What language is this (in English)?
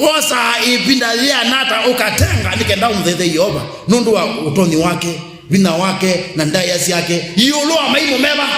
Kamba